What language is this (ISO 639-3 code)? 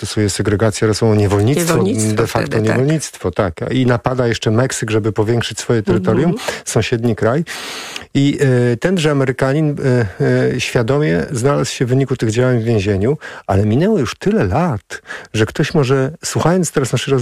pol